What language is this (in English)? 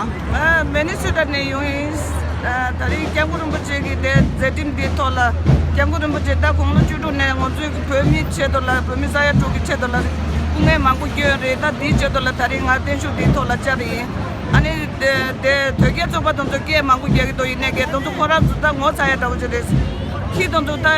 Tibetan